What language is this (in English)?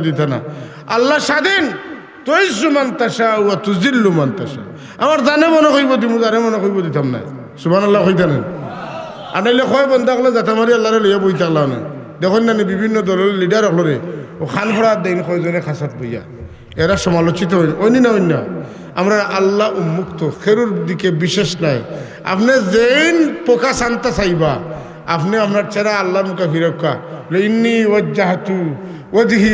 Sylheti